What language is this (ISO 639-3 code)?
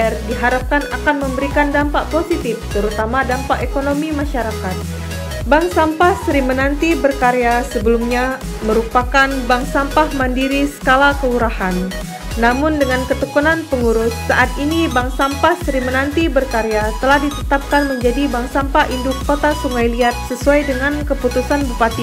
ind